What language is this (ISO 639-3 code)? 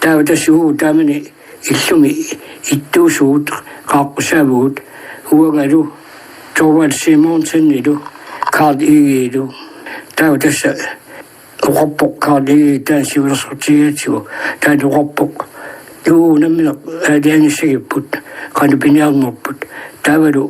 kal